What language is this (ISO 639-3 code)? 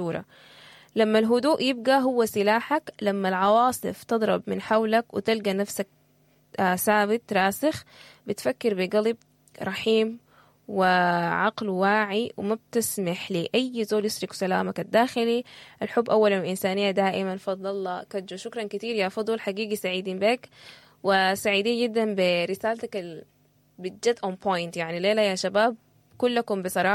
apd